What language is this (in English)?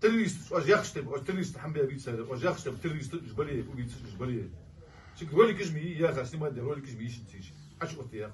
Ingush